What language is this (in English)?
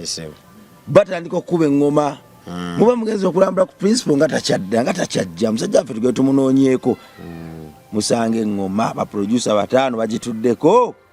Ganda